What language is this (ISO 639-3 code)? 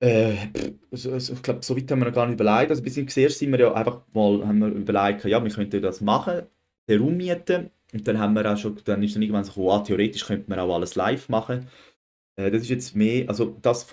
gsw